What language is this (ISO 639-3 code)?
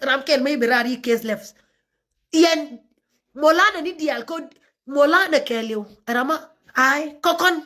nus